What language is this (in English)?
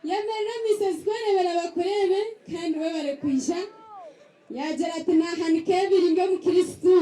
Nyankole